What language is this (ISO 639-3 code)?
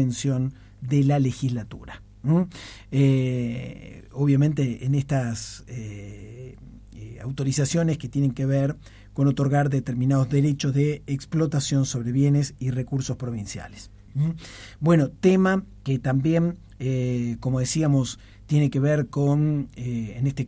spa